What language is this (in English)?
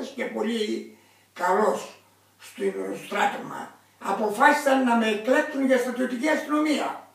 Greek